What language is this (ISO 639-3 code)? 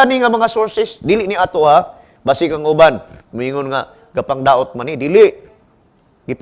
ceb